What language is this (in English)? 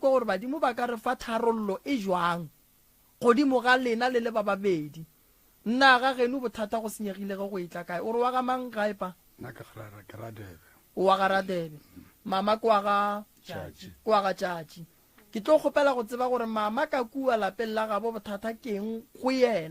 Northern Sotho